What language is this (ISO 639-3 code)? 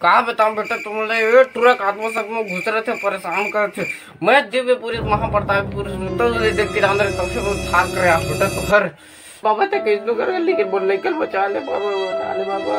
hne